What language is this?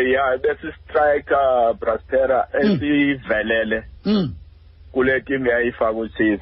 Xhosa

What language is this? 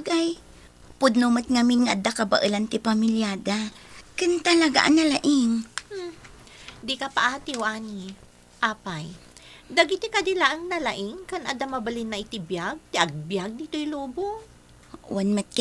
Iloko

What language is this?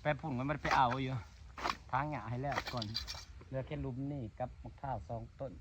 Northeastern Thai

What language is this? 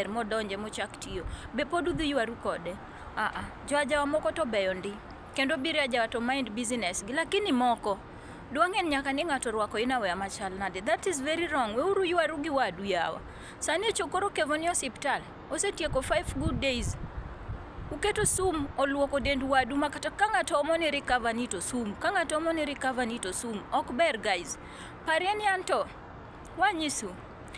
Luo (Kenya and Tanzania)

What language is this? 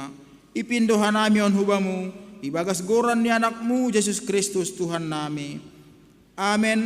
Batak Simalungun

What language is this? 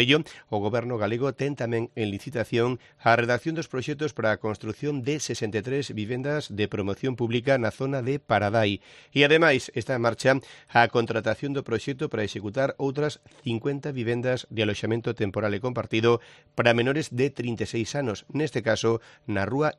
Galician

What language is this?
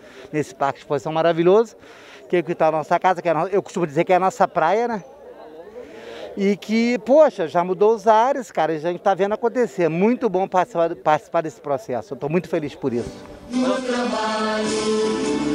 Portuguese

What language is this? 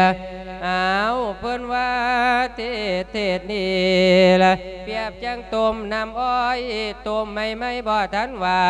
Lao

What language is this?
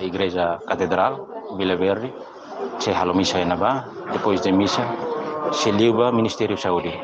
Tetum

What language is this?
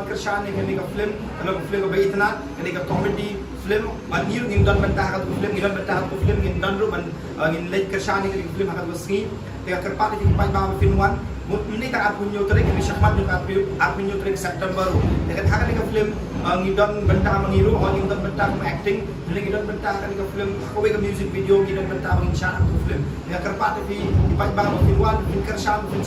Khasi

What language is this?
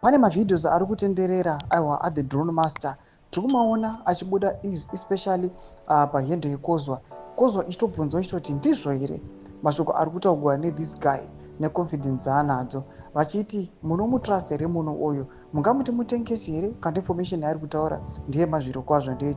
Shona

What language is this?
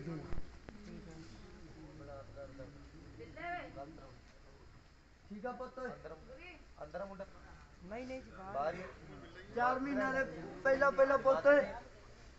Punjabi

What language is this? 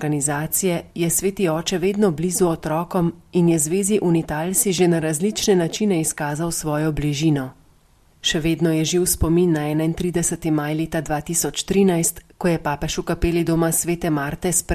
Slovenian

